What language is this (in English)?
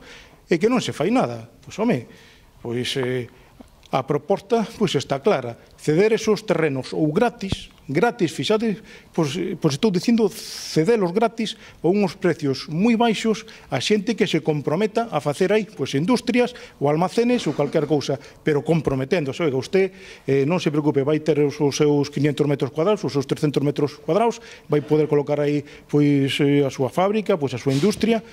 Galician